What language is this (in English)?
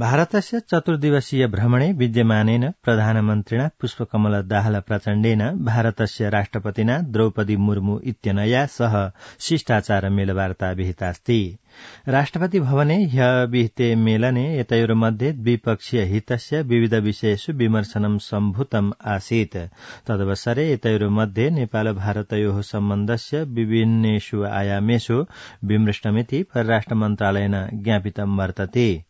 Sanskrit